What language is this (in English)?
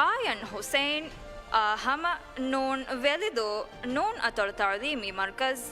Divehi